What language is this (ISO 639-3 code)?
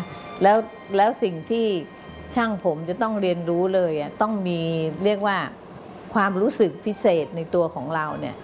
tha